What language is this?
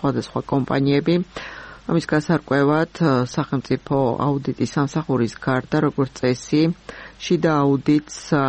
Georgian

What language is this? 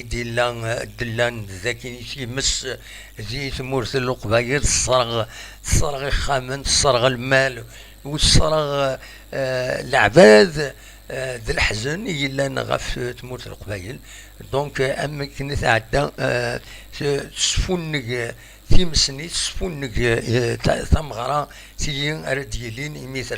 Kabyle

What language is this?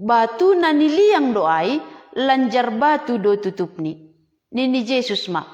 Batak Simalungun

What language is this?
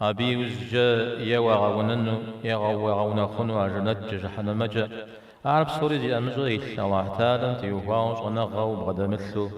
Kabardian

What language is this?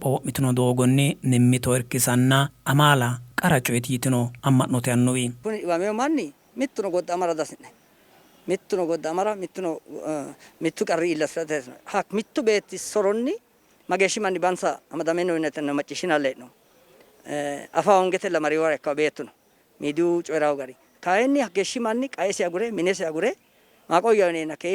Sidamo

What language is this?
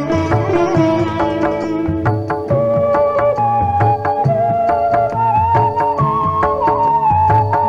Kannada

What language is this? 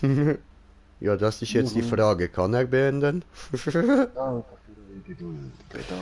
Swiss German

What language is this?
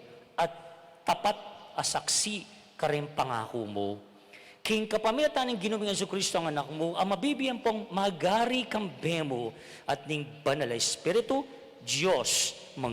Pampanga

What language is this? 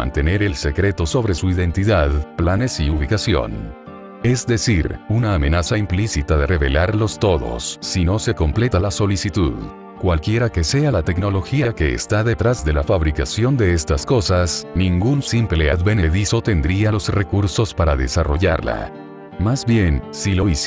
Spanish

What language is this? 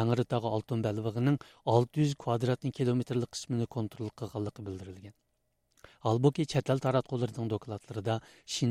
Uyghur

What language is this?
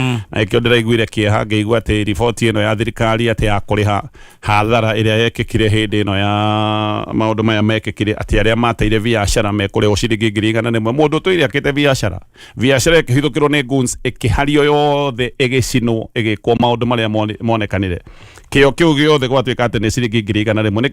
Kikuyu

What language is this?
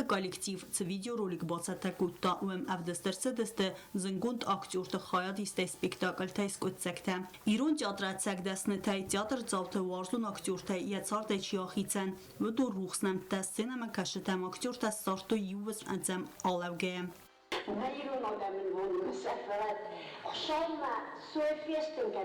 Ossetic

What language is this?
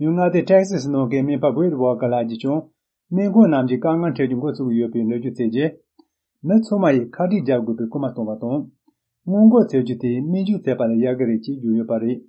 Tibetan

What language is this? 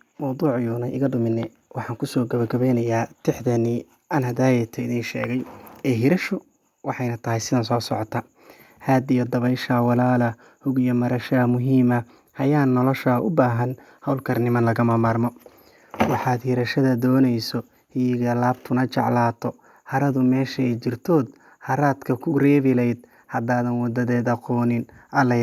Somali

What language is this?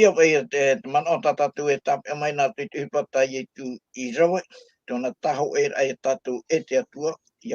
Tahitian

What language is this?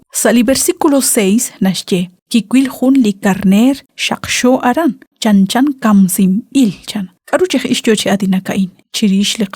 Kekchí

